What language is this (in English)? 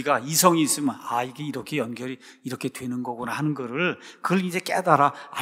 Korean